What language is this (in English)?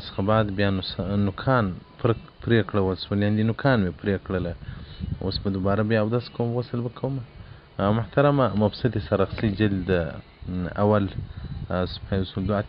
Pashto